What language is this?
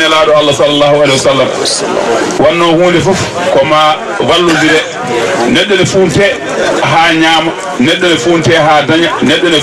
Fula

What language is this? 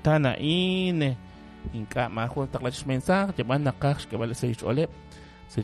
Kekchí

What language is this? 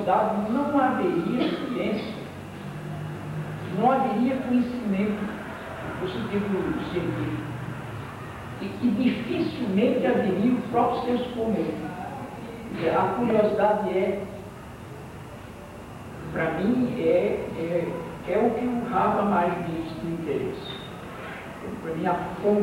Portuguese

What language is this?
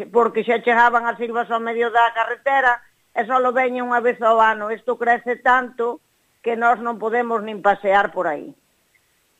Galician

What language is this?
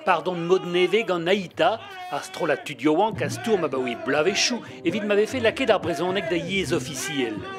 Breton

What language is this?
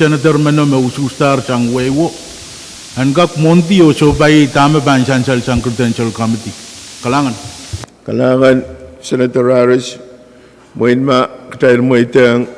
Pohnpeian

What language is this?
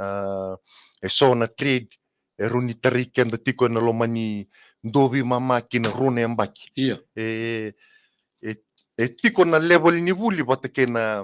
Fijian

